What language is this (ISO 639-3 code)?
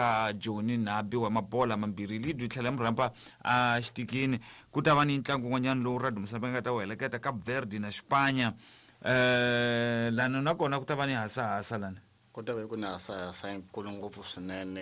tso